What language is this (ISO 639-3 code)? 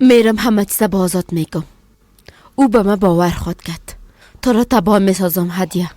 fas